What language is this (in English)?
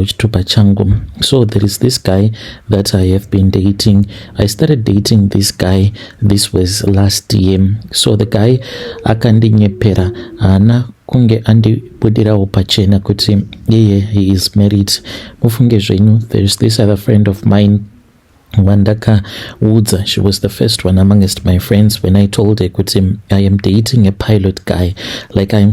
Shona